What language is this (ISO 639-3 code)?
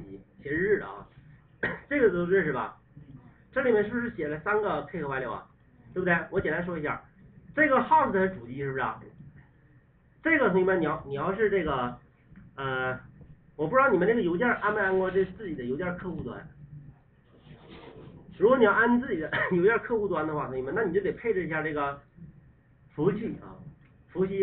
zho